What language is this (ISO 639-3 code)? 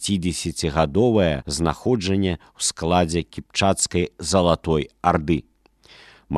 bel